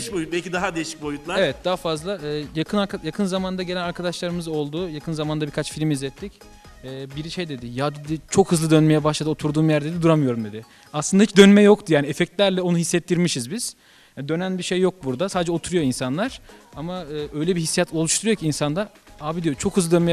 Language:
Turkish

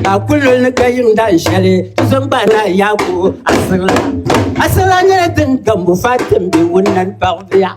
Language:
Dagbani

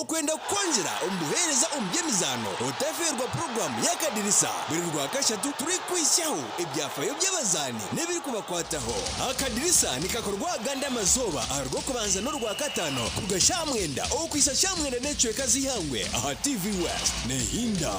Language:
Nyankole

